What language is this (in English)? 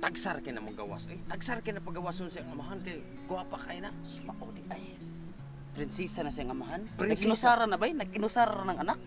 Cebuano